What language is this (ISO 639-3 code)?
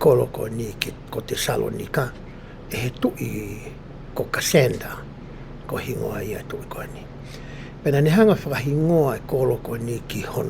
ton